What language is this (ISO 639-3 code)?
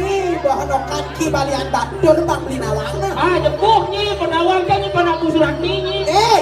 ban